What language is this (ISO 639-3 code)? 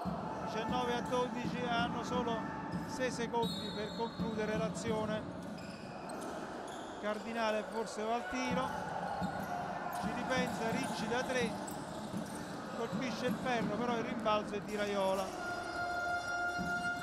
ita